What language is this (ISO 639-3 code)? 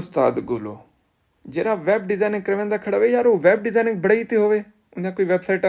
skr